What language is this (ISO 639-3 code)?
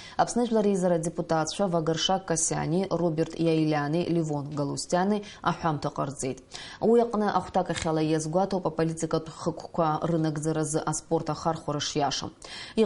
abk